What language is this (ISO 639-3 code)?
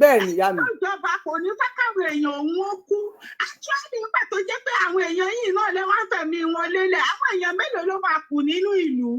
yor